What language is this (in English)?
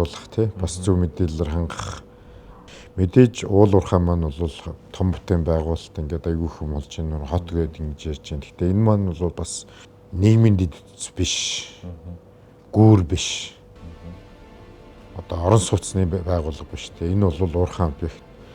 Mongolian